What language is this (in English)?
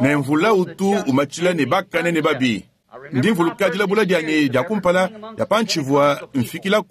Luba-Lulua